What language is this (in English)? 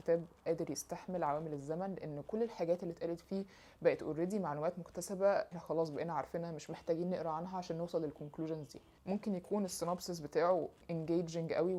Egyptian Arabic